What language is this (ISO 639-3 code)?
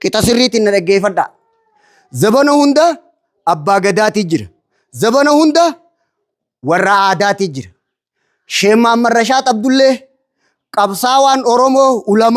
orm